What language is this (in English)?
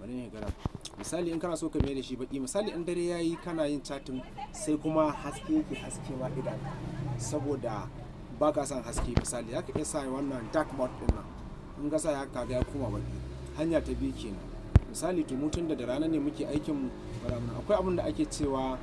Hausa